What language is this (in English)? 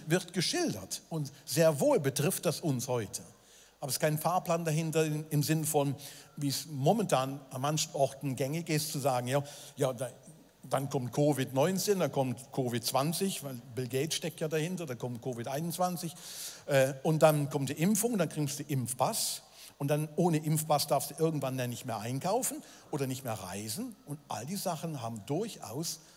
Swiss German